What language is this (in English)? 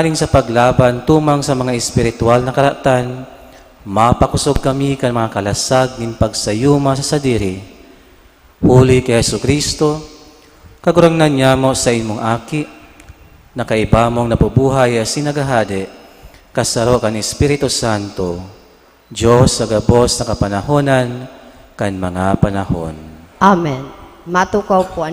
Bikol